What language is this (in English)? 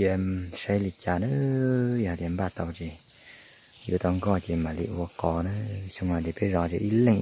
Hmong